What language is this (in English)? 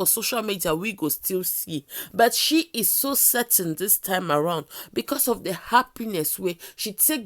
Nigerian Pidgin